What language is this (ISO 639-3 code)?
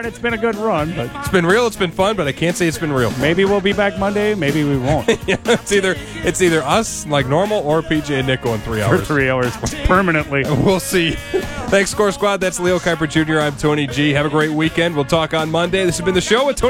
eng